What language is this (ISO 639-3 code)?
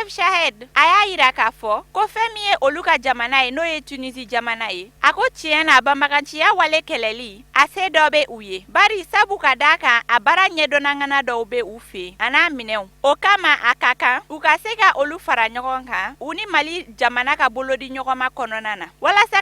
bam